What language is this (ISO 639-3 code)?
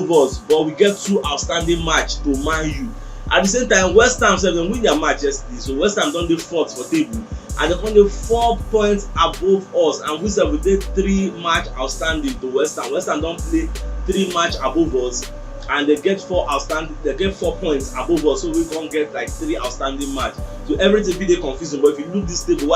pcm